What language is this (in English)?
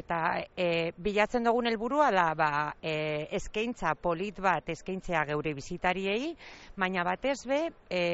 Basque